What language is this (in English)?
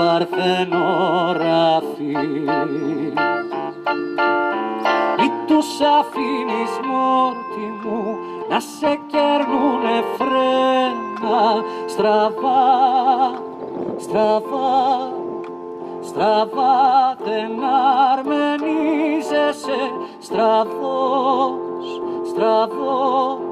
Greek